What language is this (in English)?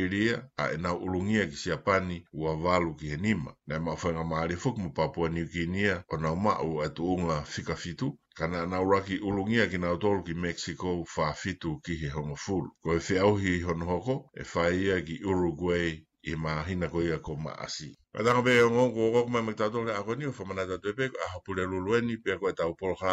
Tongan